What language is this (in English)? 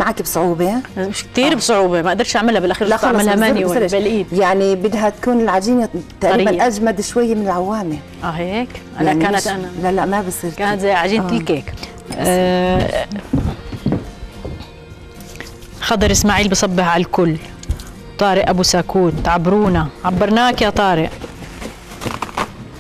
South Levantine Arabic